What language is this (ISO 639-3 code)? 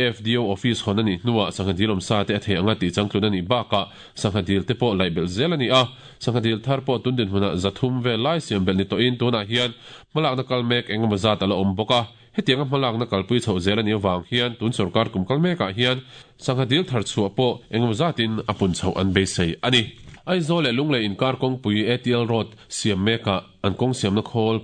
lus